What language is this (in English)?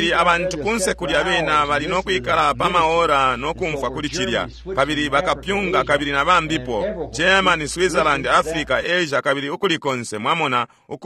Bemba